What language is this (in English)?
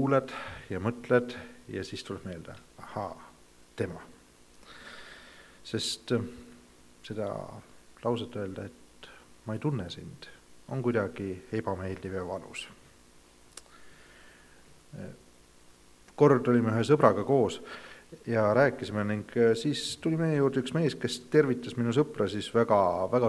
Estonian